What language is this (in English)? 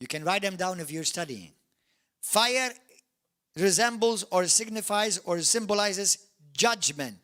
English